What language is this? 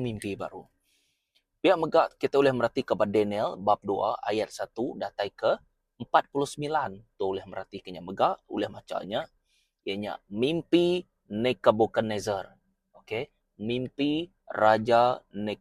Iban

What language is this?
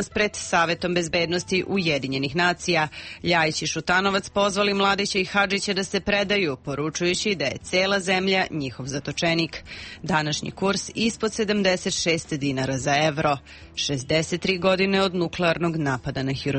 Serbian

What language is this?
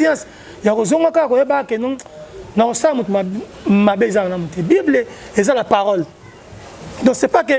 Lingala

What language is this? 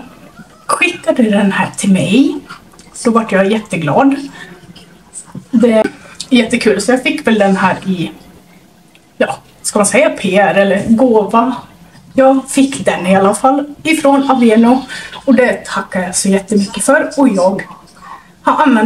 Swedish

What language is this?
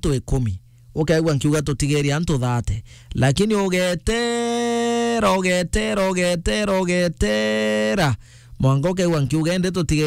Meru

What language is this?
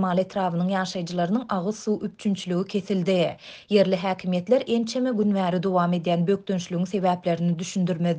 Turkmen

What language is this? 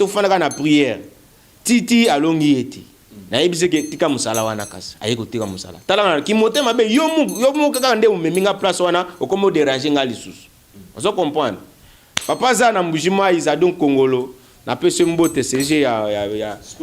Lingala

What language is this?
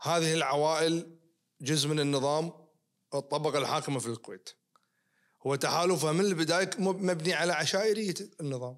Najdi Arabic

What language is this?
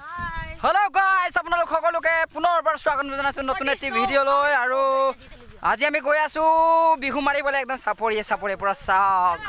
Assamese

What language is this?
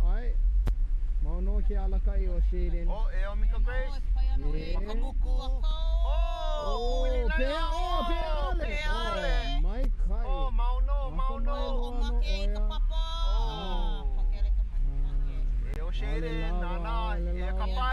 Hawaiian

